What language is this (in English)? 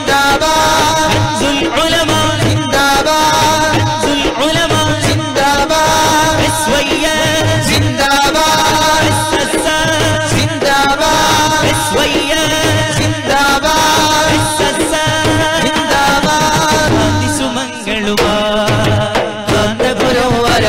Malayalam